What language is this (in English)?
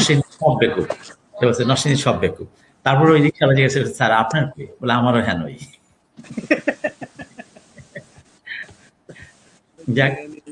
Bangla